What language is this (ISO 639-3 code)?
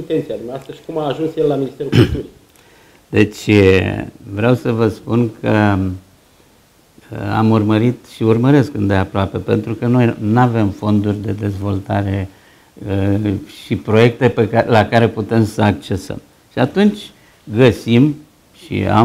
ron